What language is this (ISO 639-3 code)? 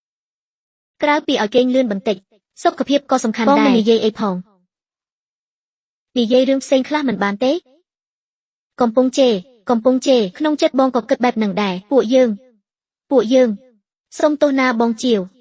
khm